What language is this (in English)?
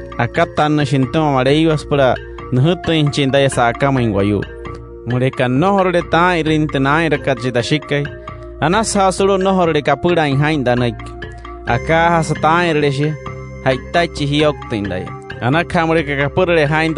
Wayuu